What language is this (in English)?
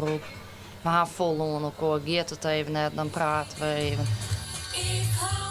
Western Frisian